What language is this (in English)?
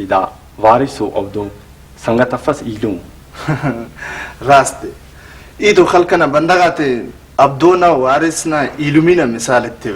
Brahui